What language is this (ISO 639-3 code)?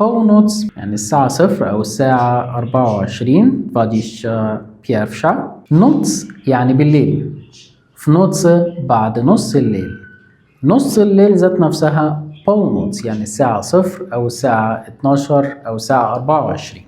arz